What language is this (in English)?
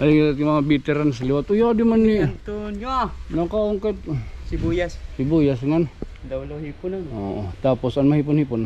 Waray